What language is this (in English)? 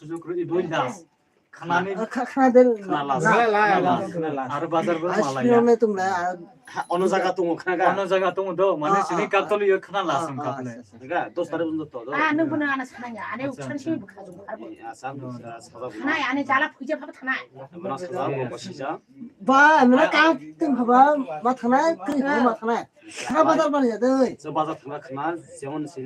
Kok Borok